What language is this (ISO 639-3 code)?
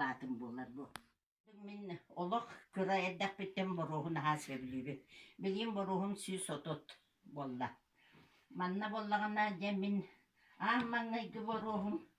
sah